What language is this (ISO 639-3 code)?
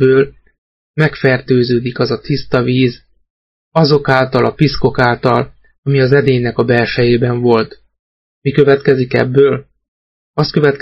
hun